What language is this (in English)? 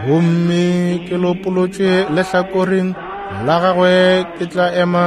Northern Sotho